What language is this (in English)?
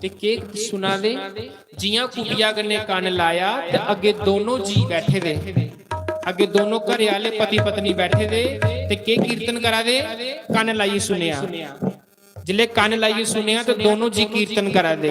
Dogri